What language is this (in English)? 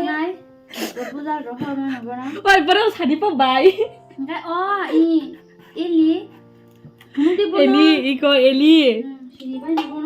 Kok Borok